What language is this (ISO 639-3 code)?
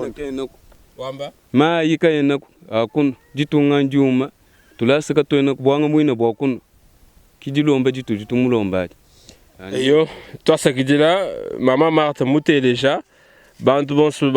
lua